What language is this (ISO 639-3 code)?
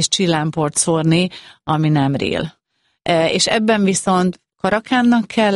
hun